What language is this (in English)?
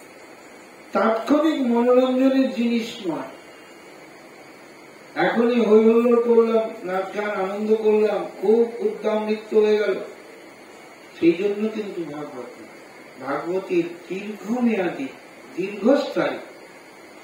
Bangla